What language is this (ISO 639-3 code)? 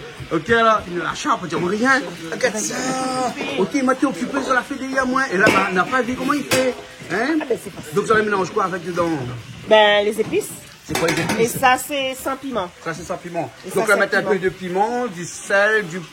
rcf